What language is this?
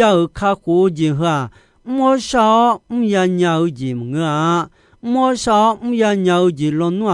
Akha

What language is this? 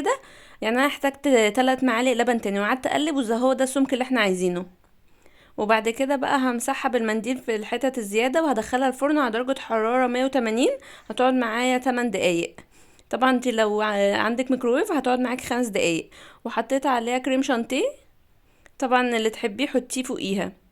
Egyptian Arabic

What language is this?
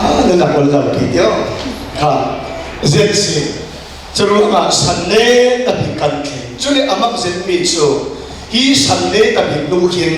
Falam Chin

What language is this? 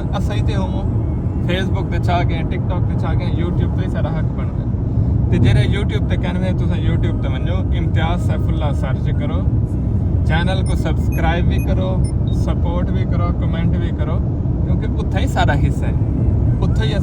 Saraiki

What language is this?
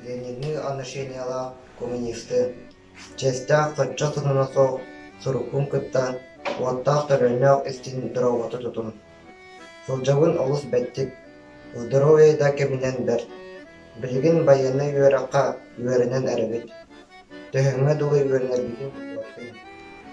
Yakut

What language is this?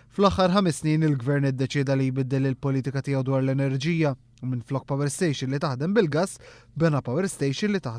Maltese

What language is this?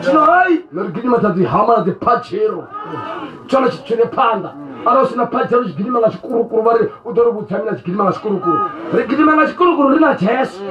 Venda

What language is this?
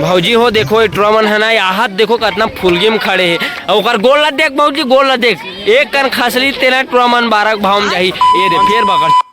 Chhattisgarhi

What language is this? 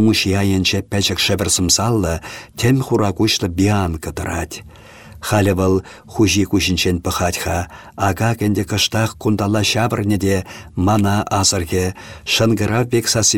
Chuvash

